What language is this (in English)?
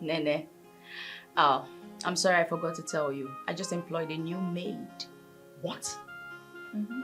Nigerian Pidgin